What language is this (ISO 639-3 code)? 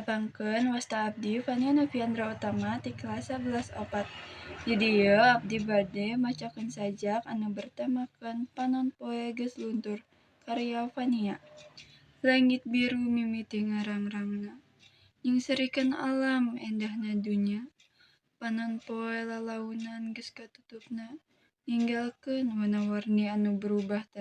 sun